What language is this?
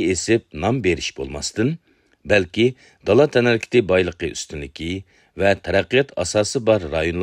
Uyghur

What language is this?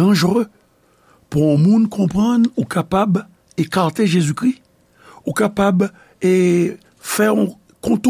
Haitian Creole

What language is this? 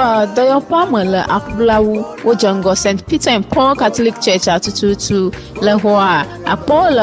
Ewe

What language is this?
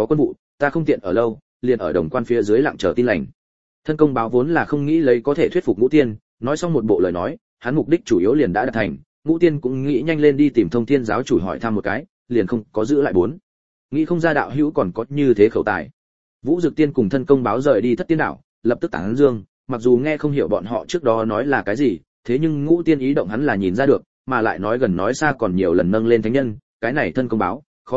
Vietnamese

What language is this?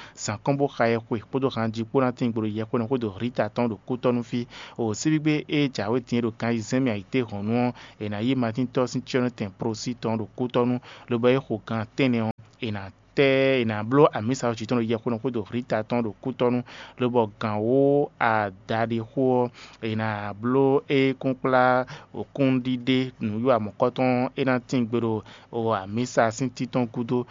Fon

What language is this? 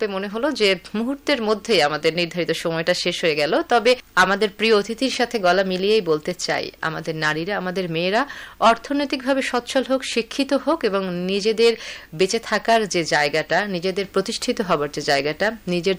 Bangla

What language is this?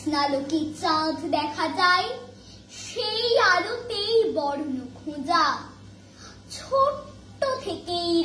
Bangla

